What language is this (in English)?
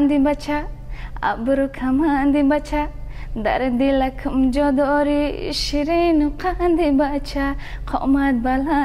Tajik